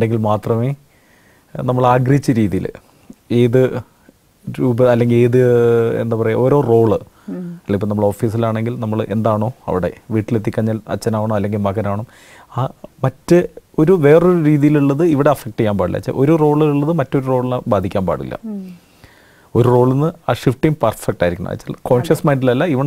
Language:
Malayalam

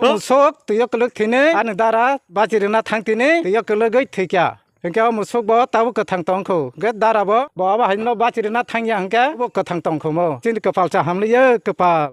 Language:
Kok Borok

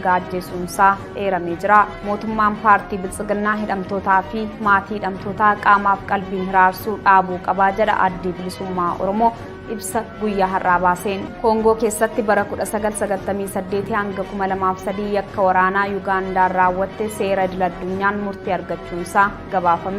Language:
Oromo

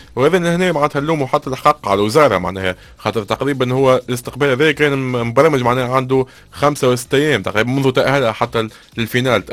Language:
Tunisian Arabic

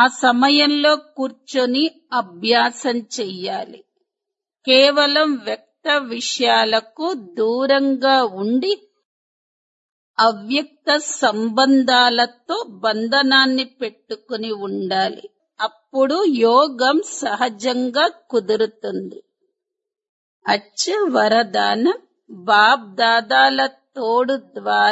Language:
Telugu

